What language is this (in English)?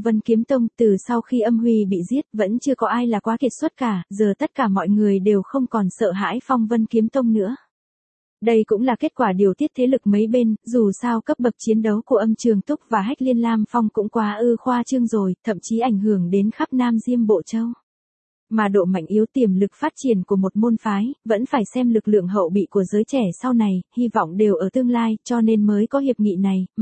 Vietnamese